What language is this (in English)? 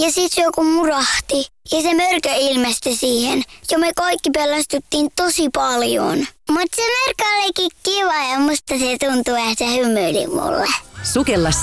Finnish